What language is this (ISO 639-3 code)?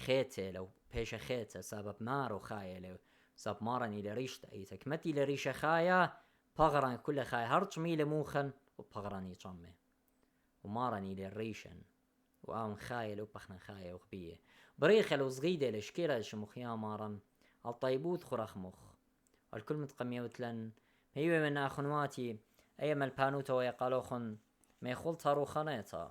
aii